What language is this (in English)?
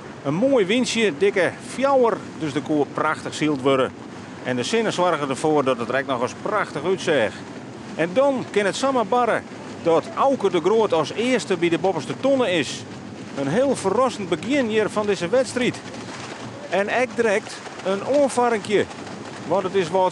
Western Frisian